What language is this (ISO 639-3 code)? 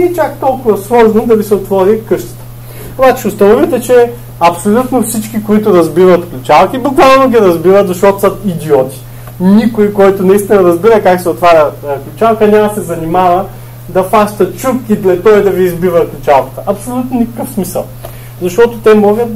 bul